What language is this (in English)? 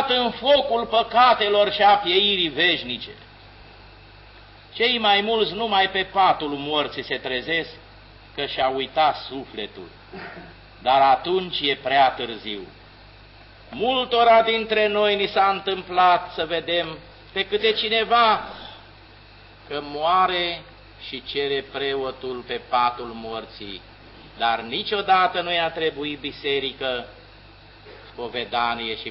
Romanian